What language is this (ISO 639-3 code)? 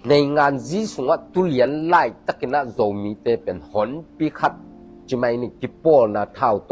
ctd